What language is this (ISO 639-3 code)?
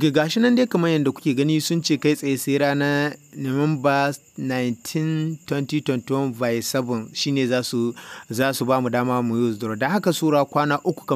hau